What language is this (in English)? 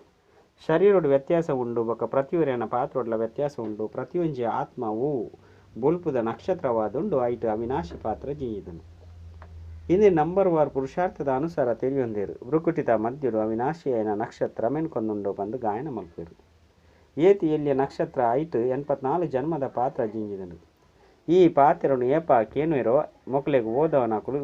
Tulu